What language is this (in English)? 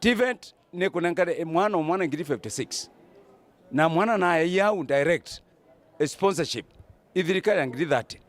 Meru